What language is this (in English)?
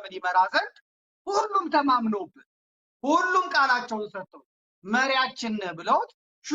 Amharic